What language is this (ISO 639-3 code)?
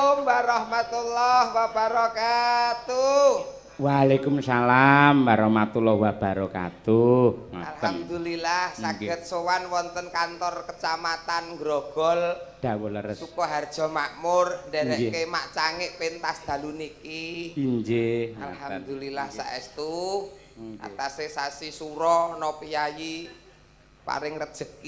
jav